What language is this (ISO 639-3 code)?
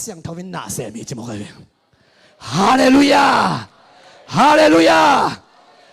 ctd